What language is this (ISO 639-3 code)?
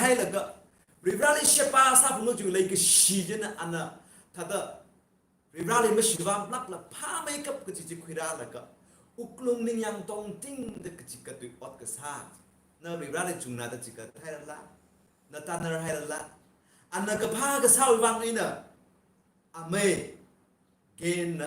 nmf